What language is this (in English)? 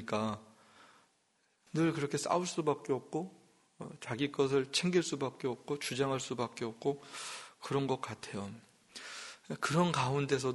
Korean